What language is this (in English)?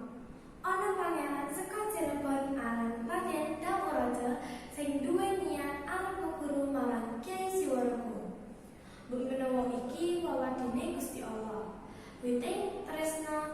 Javanese